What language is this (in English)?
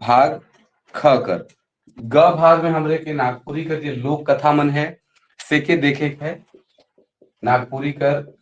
Sadri